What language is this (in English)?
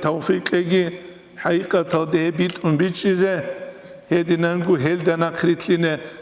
Avaric